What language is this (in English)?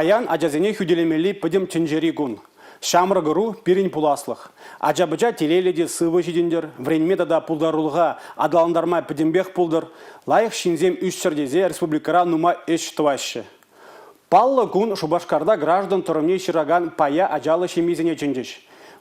Chuvash